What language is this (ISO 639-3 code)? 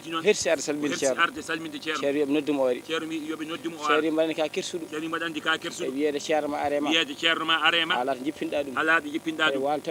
ful